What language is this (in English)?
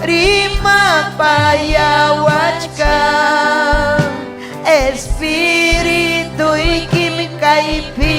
Ayacucho Quechua